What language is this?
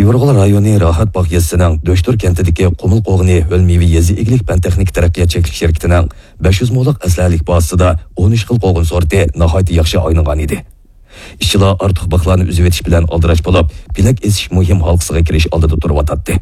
Uyghur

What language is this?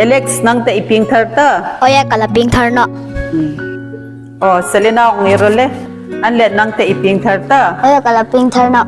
Hmar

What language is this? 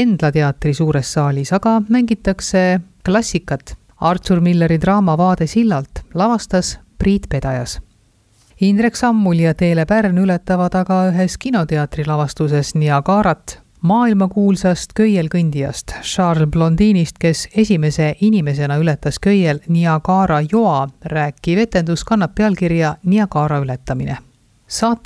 Estonian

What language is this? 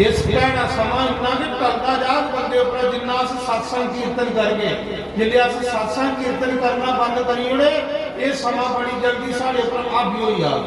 Dogri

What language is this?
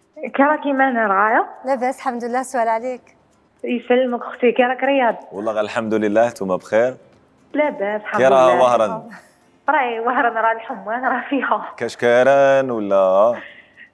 Algerian Arabic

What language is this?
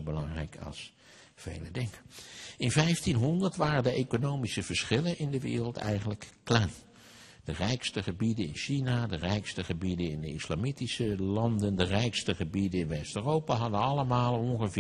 Dutch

